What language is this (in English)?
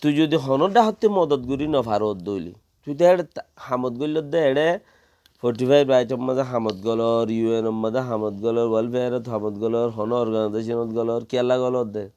Rohingya